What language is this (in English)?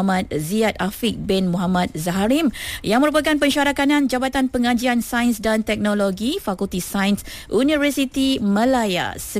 Malay